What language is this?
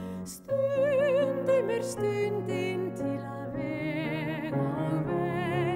Icelandic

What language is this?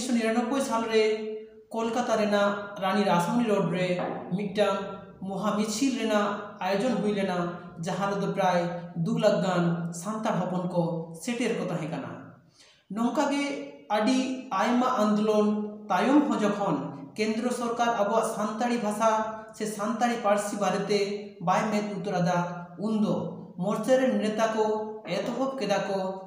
Santali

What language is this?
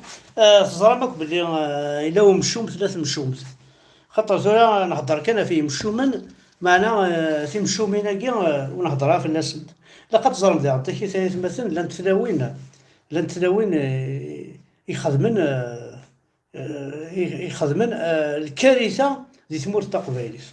Kabyle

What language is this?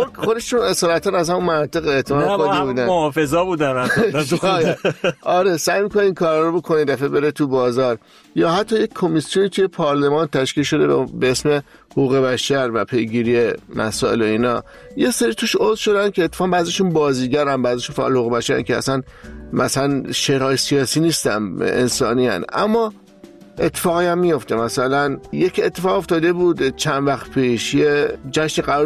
Persian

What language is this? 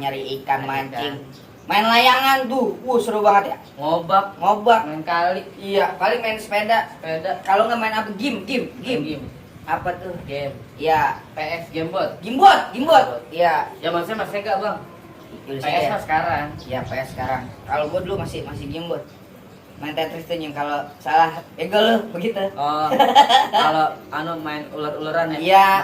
Betawi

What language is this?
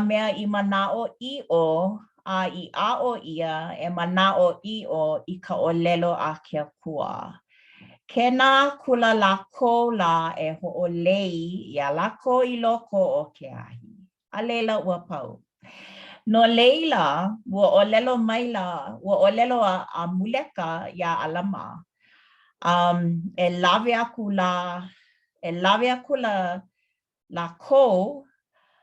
Hawaiian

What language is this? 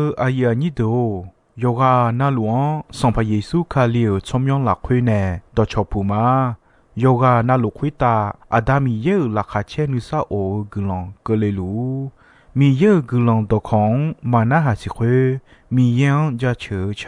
Akha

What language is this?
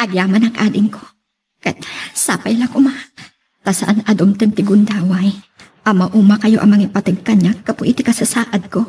Iloko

